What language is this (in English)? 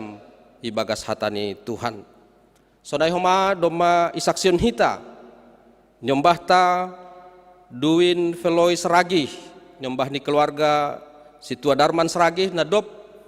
Batak Simalungun